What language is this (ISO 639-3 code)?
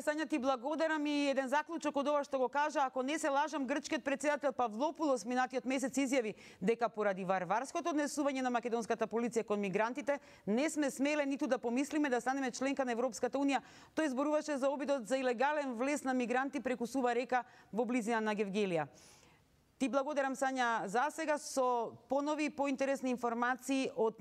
mkd